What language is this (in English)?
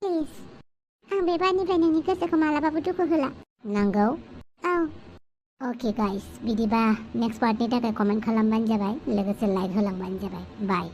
Bodo